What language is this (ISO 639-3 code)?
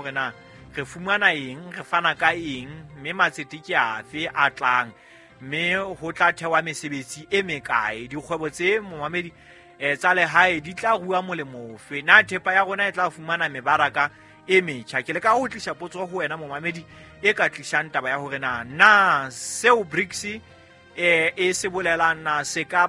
sot